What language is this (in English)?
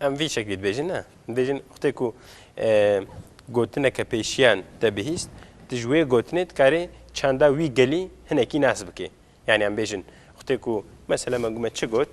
Kurdish